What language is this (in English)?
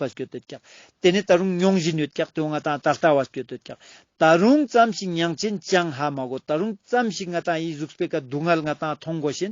Ladakhi